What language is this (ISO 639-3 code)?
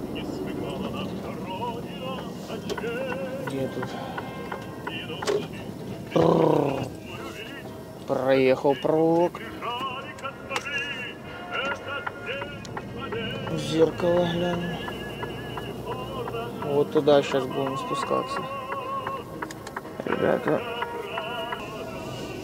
rus